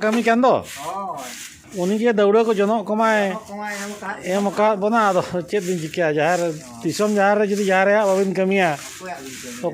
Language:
Santali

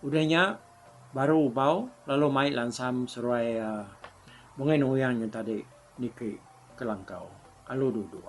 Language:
Iban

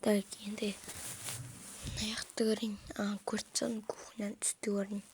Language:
Kazakh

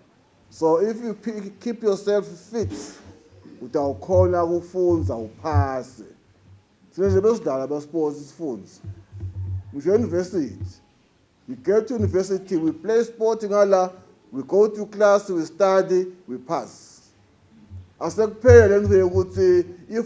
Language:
Zulu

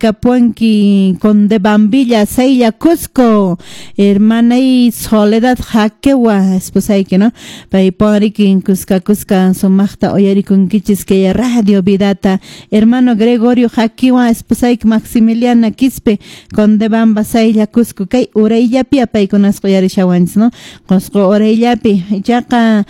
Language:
Quechua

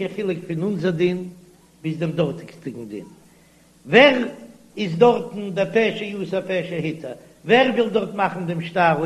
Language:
Yiddish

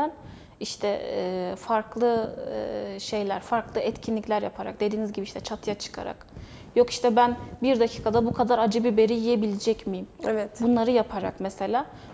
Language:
Turkish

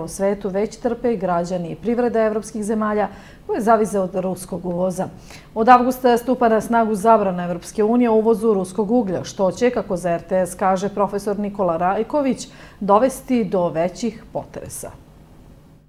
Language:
Serbian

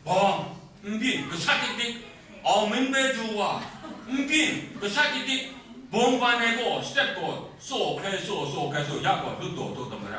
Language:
Kachin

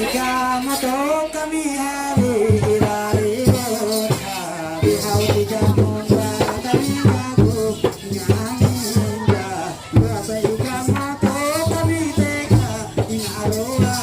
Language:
Ma'anyan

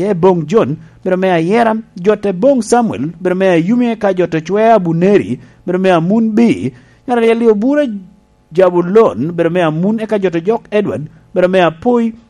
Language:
Lango (Uganda)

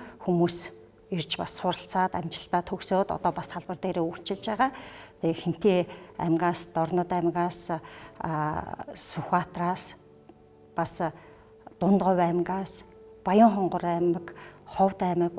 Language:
Mongolian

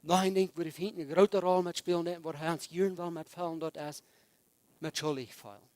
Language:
Plautdietsch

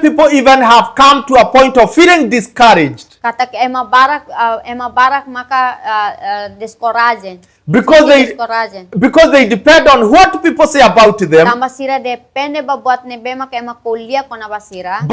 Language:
Tetum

